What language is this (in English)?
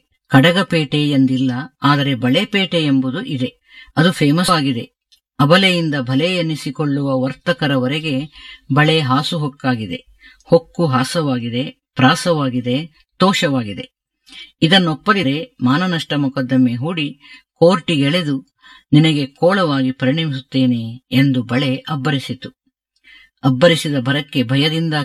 Kannada